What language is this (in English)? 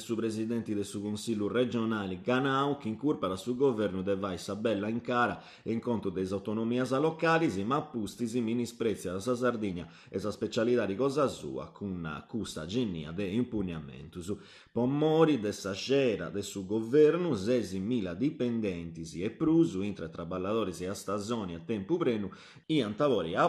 Sardinian